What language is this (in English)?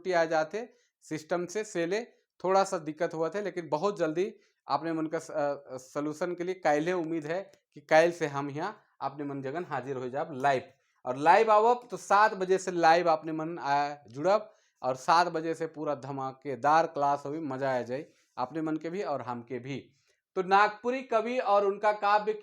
Sadri